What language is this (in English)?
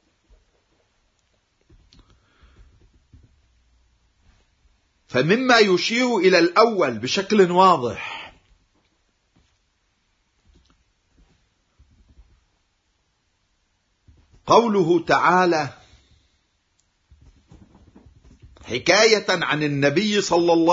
Arabic